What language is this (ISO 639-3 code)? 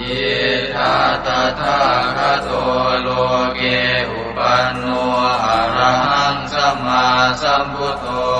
pli